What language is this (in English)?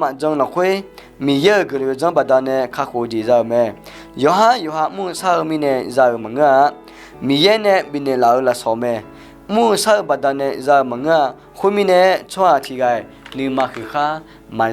Akha